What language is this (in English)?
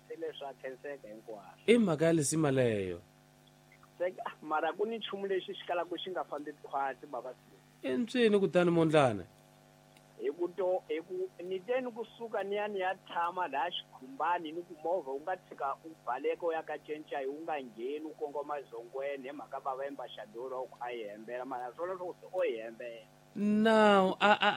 Tsonga